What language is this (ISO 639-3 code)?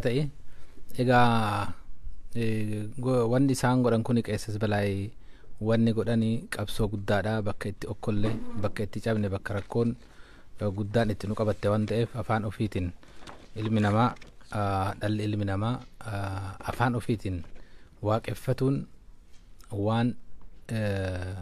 orm